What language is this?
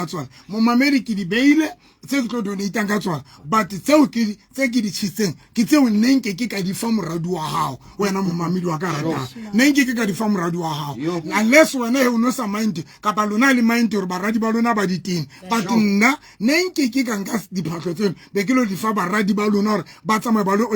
Southern Sotho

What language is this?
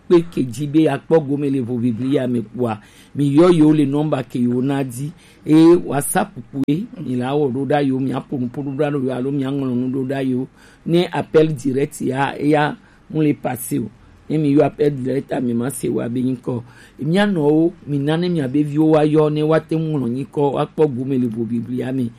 Gen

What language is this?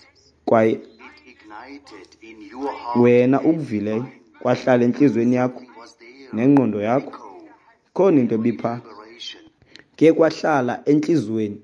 Xhosa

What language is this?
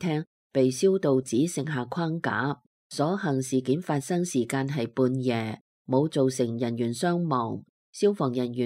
Cantonese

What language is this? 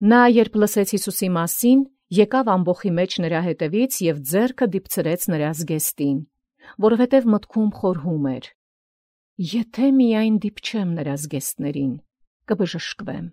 Armenian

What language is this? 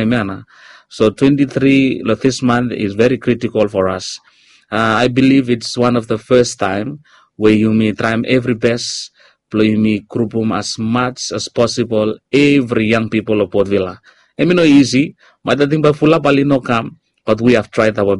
Bislama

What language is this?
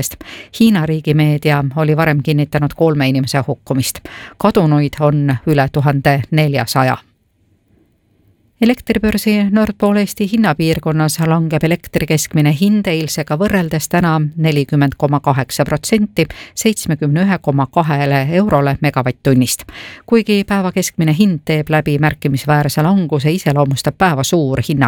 Estonian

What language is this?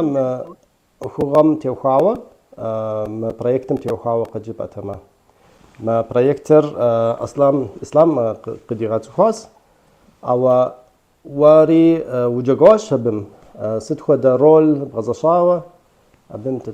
Kabardian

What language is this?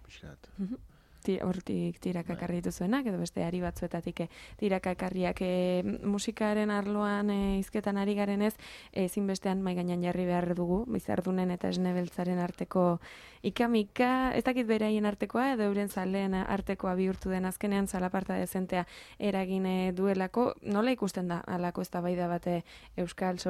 Basque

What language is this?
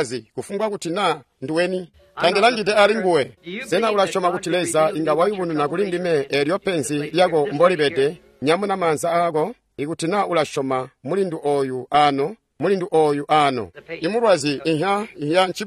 Tonga (Zambia)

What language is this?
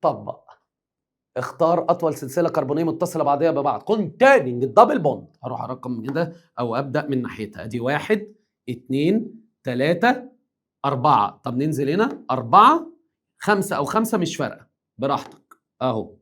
Egyptian Arabic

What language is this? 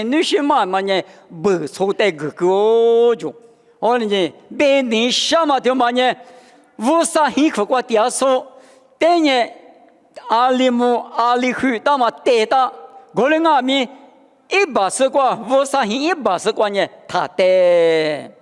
Lisu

